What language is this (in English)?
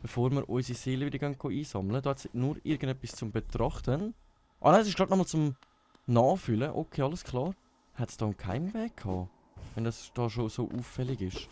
Swiss German